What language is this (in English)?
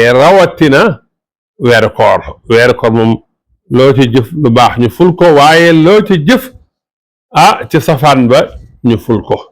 Wolof